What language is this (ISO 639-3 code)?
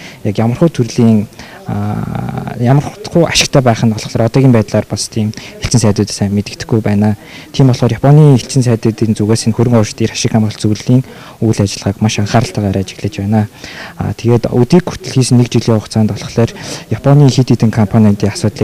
mon